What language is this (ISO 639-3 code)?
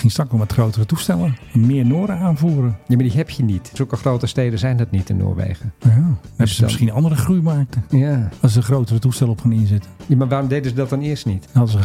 nld